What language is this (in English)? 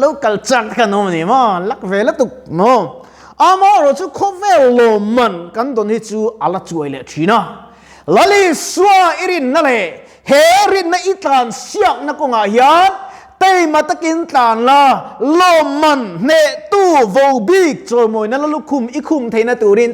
Mizo